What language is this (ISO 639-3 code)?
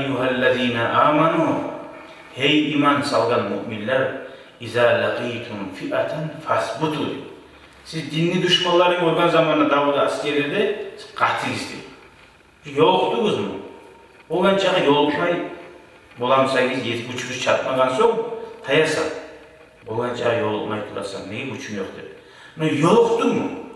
kum